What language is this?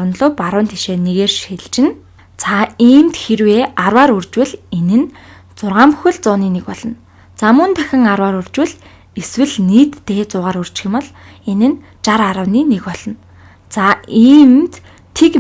Mongolian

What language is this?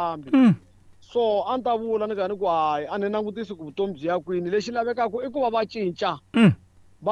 Tsonga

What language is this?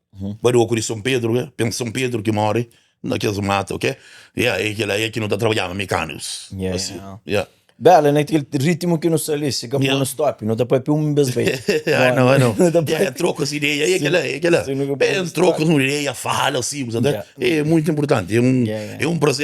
Kabuverdianu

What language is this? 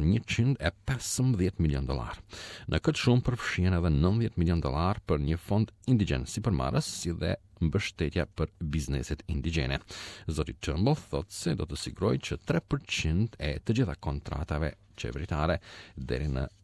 Albanian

